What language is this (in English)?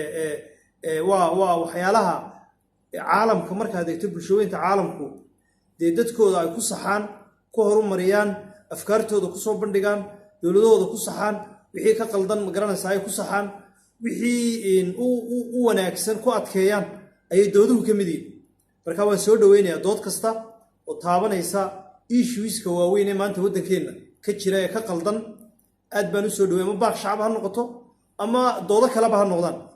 Somali